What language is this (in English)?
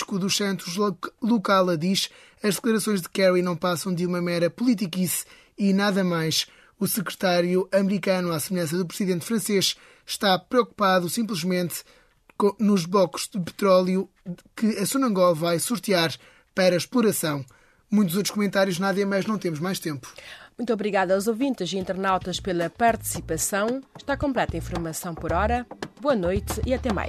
Portuguese